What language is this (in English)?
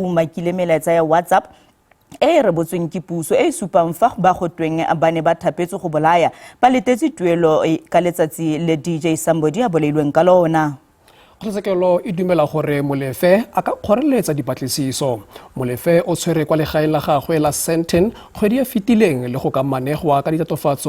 Tswana